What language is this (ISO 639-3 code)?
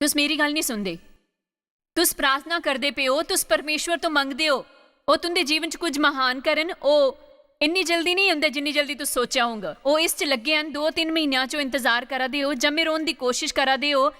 doi